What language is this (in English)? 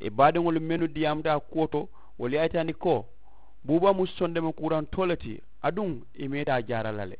Mandingo